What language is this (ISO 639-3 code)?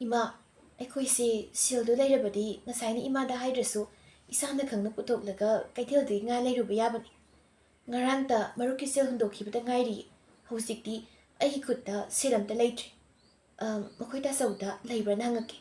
mni